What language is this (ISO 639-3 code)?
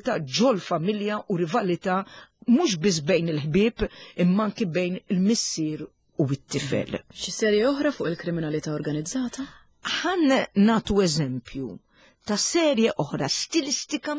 mlt